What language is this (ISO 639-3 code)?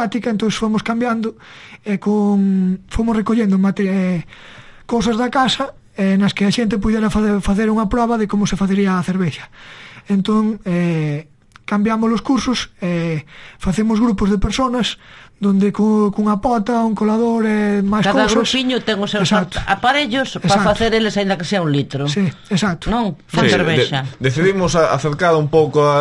glg